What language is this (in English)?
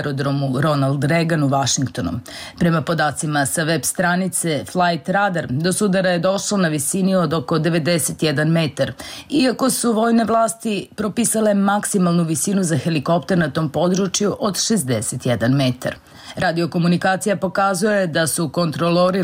Bosnian